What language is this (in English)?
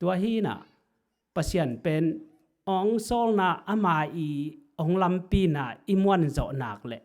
Tedim Chin